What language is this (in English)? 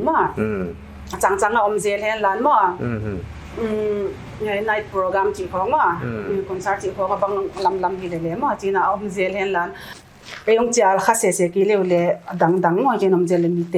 Paite Chin